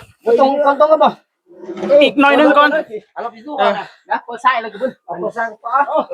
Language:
Northeastern Thai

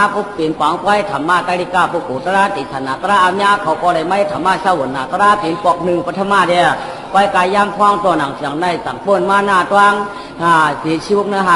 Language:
Shan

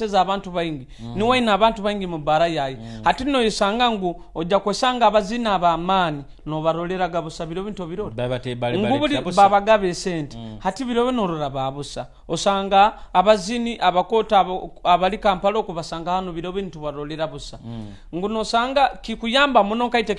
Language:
Nyoro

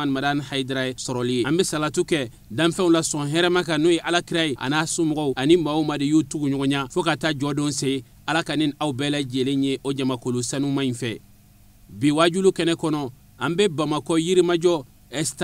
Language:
Bambara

